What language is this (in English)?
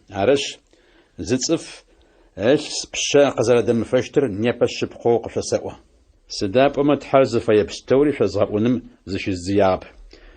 Adyghe